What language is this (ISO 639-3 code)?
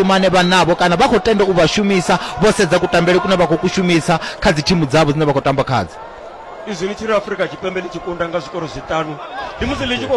ven